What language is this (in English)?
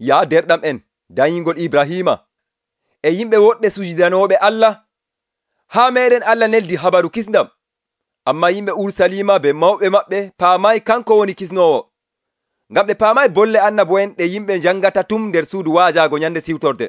Nigerian Fulfulde